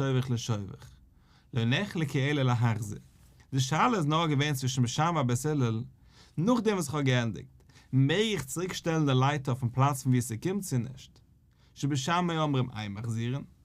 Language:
Yiddish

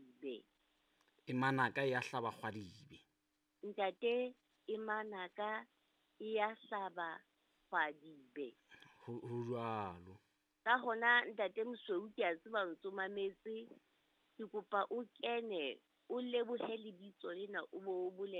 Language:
Southern Sotho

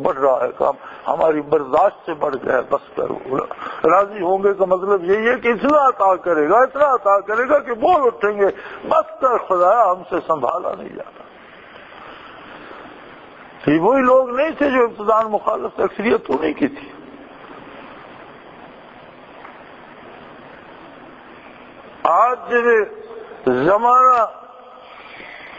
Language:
Urdu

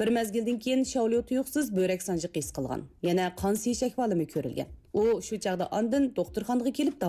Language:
Uyghur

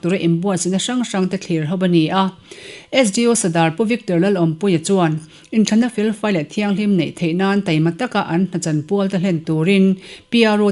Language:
Mizo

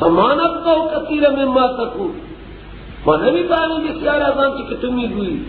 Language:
Persian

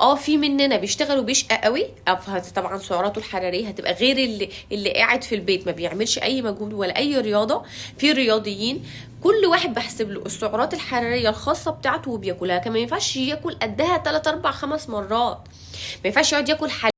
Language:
Egyptian Arabic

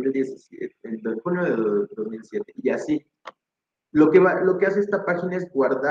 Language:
Spanish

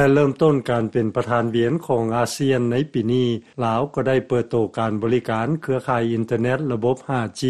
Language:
Lao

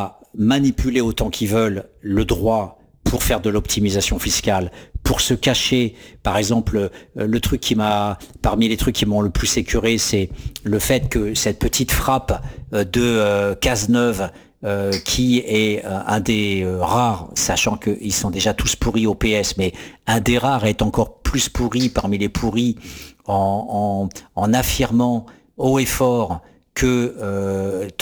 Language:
French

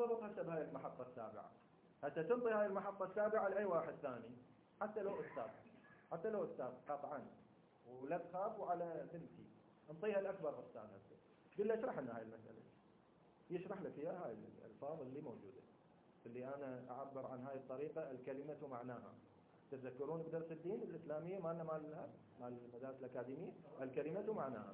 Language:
Mesopotamian Arabic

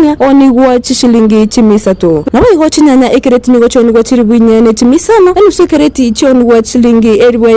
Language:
Gusii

